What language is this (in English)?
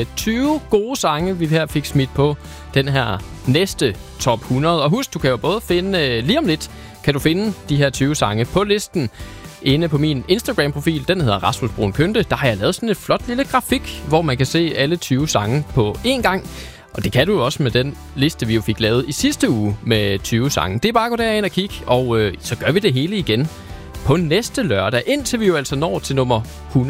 Danish